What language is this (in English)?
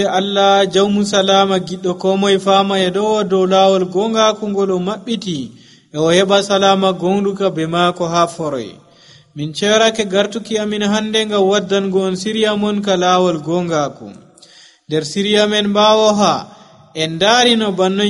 Nigerian Fulfulde